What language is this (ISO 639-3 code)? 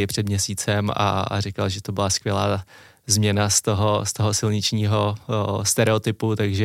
ces